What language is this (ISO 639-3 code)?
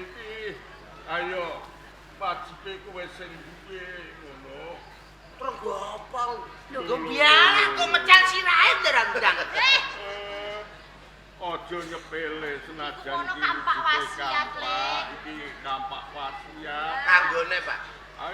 jav